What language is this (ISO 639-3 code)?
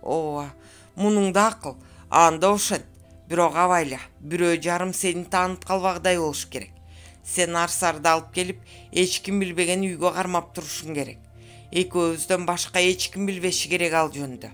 kir